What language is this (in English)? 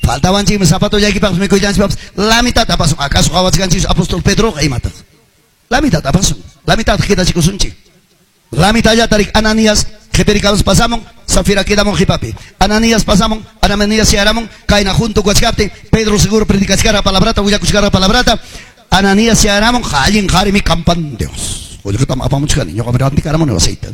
Ayacucho Quechua